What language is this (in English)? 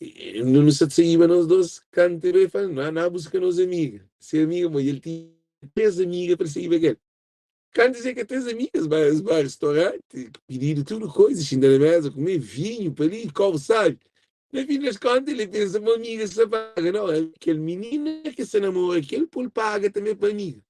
Kabuverdianu